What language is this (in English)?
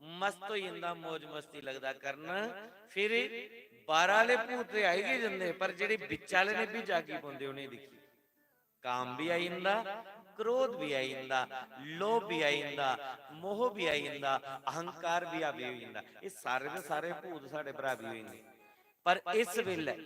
Dogri